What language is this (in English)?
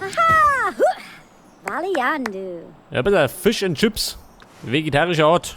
Bavarian